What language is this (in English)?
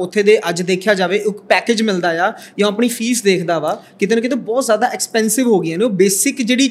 Punjabi